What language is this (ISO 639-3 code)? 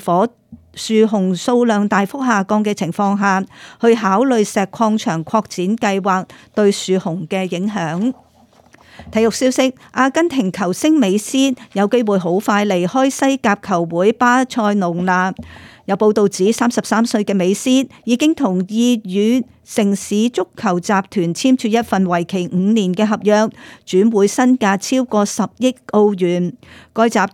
yue